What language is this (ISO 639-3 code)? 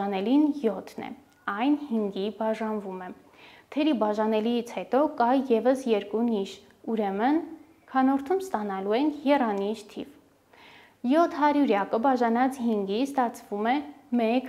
hye